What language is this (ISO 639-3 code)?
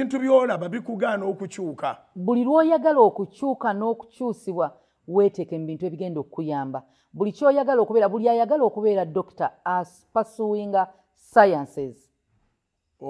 lug